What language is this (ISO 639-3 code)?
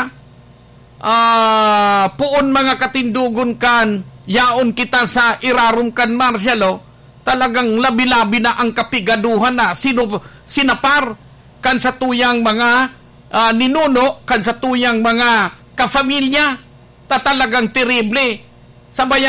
bik